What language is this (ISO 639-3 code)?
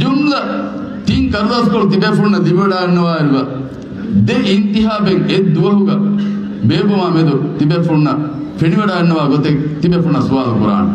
div